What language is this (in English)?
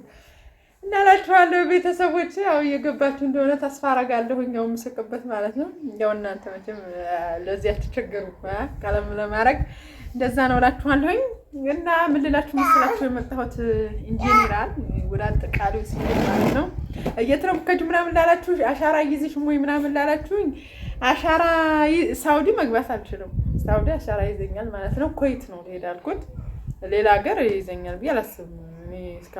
Amharic